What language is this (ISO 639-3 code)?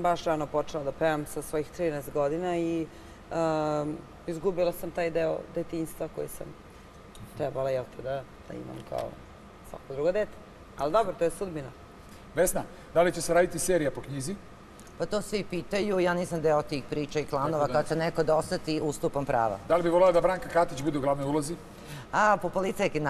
srp